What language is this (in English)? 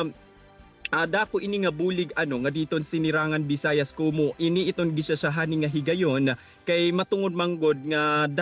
Waray